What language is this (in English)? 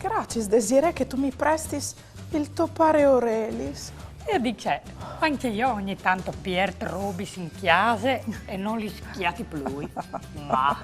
Friulian